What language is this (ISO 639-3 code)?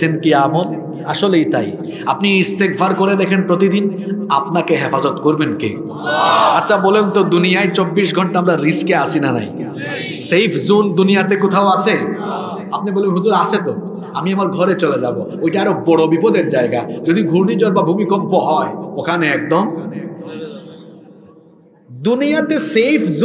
ben